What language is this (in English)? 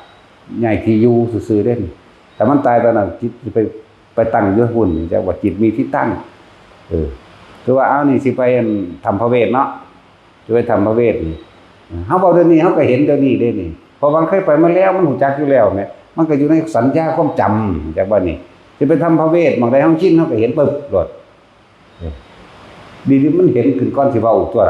Northeastern Thai